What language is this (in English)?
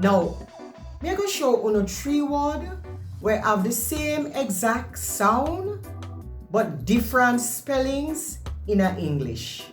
Jamaican Creole English